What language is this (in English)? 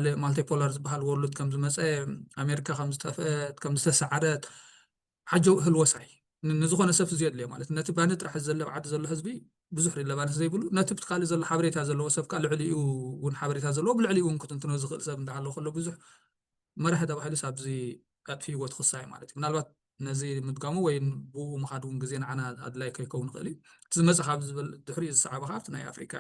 Tigrinya